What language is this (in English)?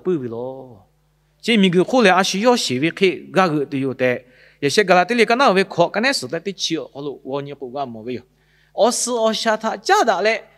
Lahu